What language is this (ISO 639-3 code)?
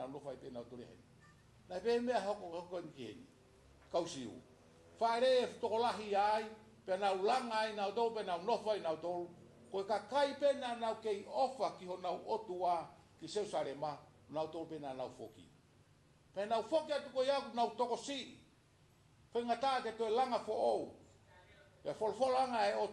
ton